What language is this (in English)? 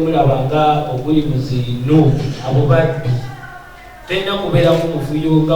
Ganda